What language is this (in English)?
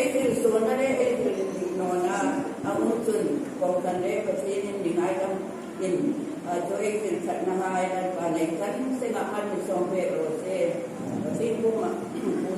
Hmar